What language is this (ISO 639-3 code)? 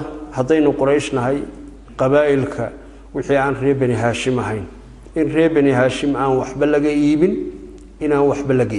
som